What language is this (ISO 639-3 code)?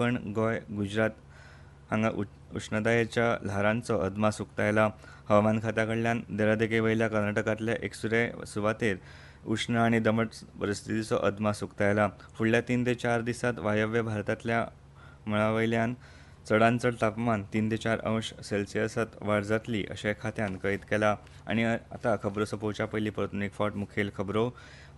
kok